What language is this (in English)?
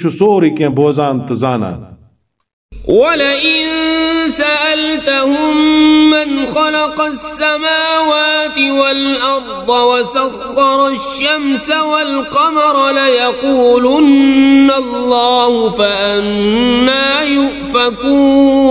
Kashmiri